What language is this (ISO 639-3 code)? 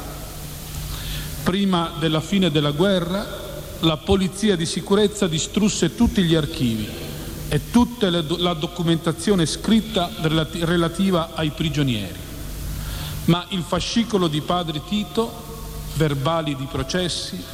ita